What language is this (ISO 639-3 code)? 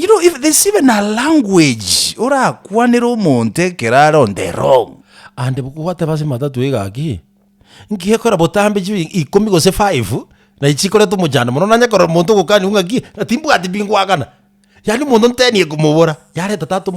guz